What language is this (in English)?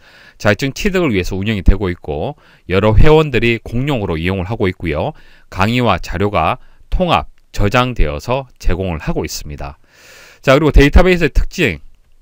Korean